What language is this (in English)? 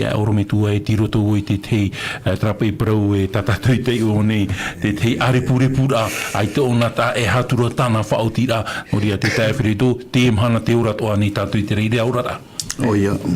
Tahitian